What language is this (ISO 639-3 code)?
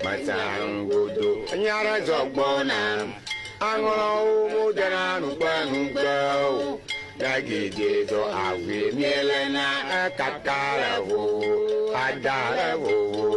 ewe